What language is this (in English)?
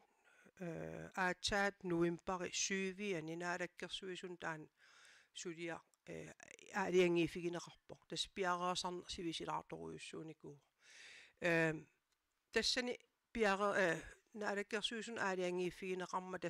Kalaallisut